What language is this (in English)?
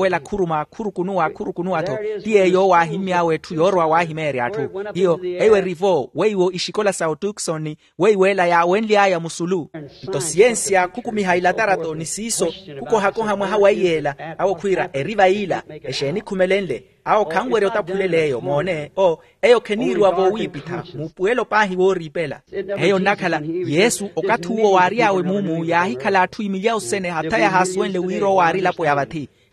Makhuwa